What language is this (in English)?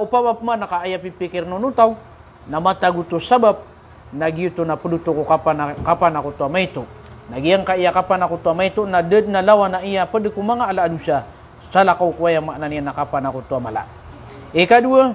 Maranao